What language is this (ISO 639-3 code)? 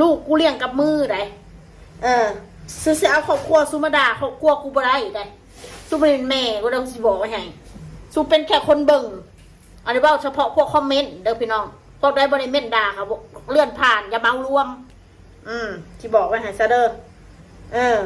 tts